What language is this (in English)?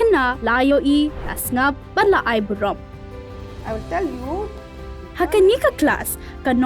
Khasi